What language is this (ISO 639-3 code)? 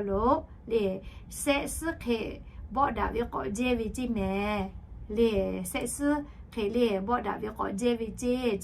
lhu